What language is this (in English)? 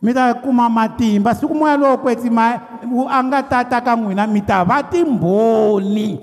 Tsonga